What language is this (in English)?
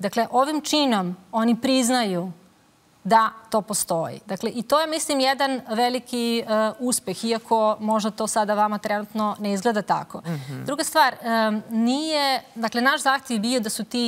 Serbian